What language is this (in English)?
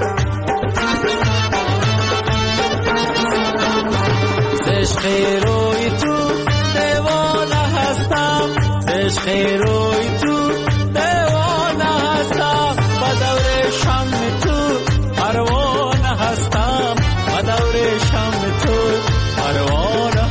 Persian